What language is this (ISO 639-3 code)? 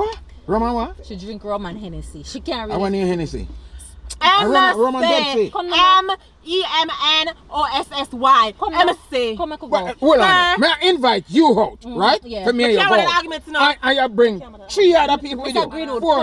jam